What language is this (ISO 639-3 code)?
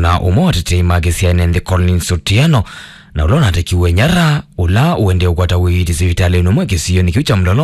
kam